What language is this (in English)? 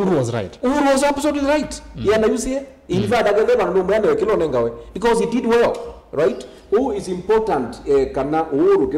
Kamba